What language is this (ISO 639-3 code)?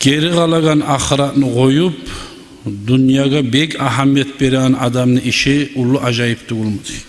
kum